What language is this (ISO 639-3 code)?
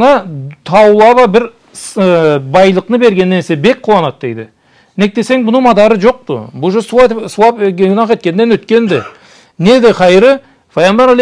krc